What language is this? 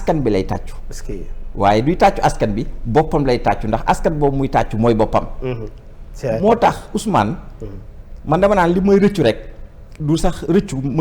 Wolof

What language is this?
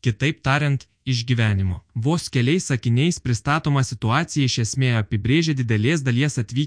Lithuanian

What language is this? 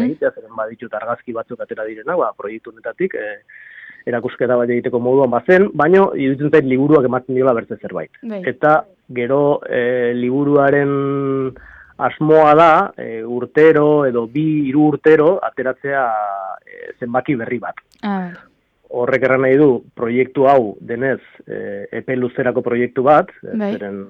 Basque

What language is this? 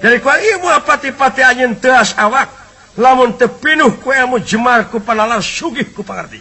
Sundanese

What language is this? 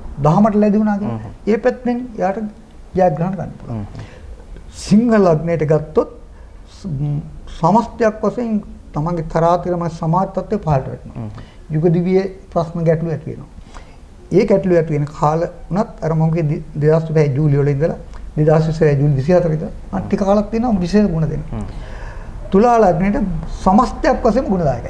Sinhala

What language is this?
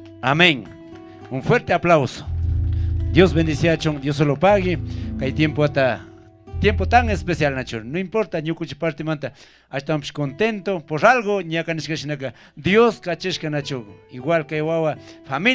Chimborazo Highland Quichua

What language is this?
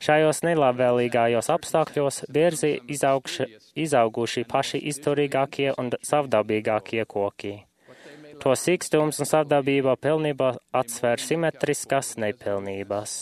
Latvian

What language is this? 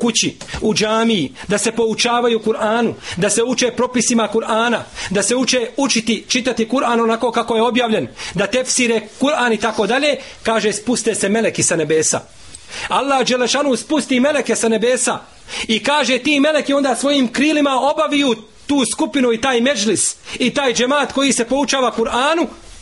Bosnian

